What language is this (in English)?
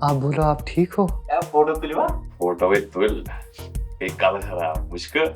Kashmiri